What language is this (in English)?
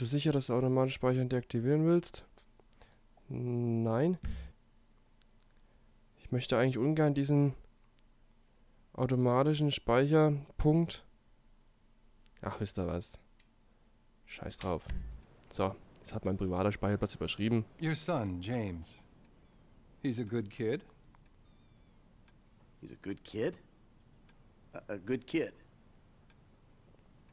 German